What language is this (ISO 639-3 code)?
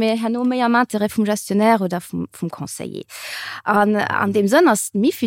ltz